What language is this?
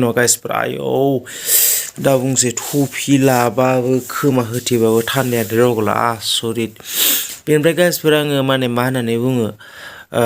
Bodo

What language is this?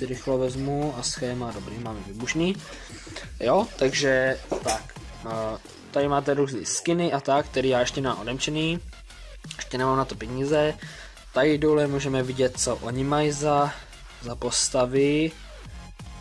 Czech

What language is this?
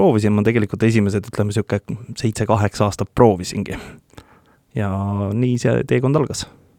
Estonian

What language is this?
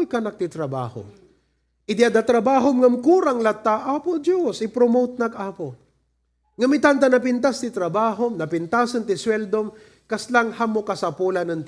Iloko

